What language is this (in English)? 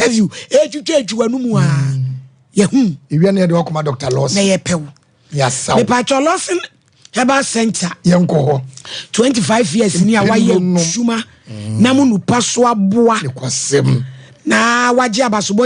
Akan